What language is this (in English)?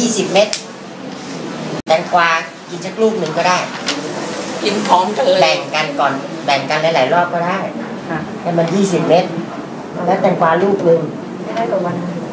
Thai